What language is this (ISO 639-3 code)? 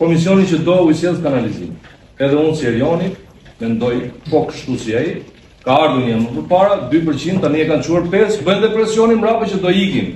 sqi